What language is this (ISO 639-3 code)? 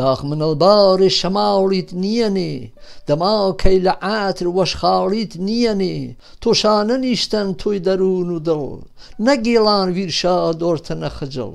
hac